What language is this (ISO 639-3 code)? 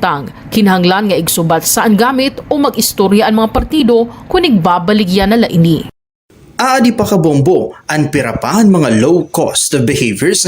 war